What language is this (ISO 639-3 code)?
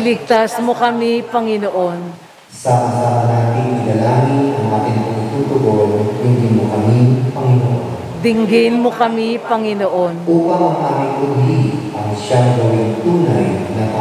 fil